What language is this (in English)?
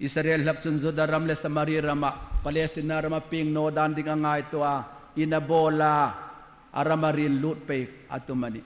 Hmar